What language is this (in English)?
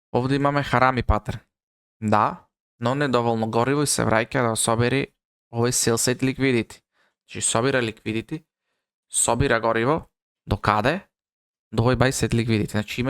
Macedonian